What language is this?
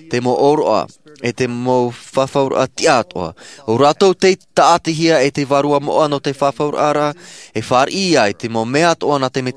Tahitian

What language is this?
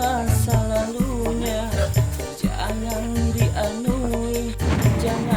Banjar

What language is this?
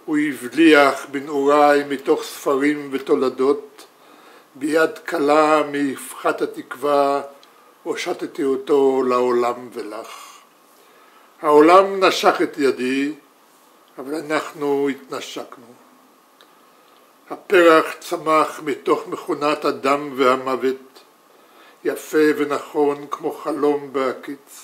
Hebrew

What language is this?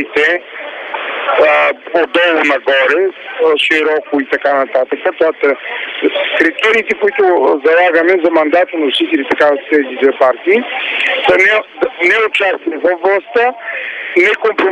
Bulgarian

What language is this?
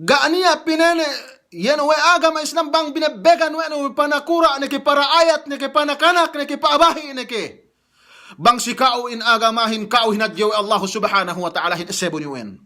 Yakan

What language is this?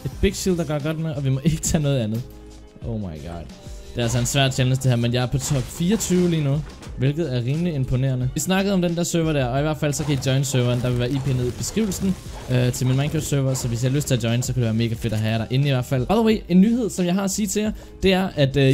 Danish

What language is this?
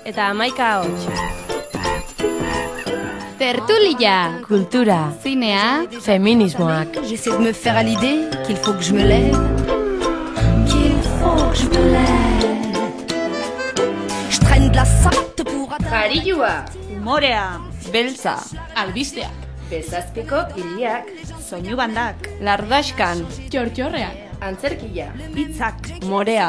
Basque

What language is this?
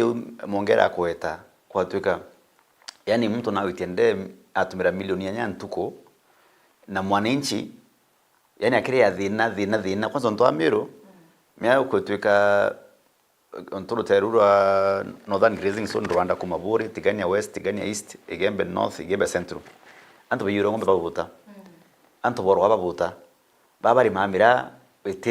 Meru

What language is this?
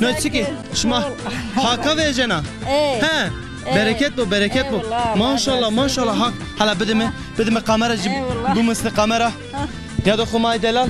Zaza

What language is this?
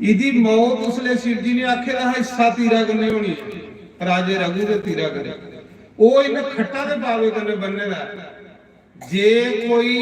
Dogri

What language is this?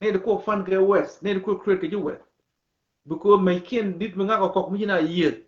Nuer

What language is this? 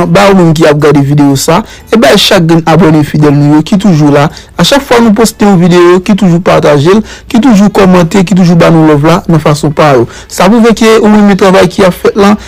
Haitian Creole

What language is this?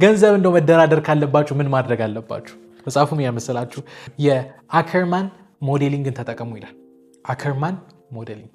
Amharic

